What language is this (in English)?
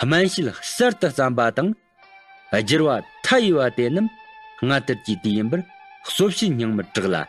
Tibetan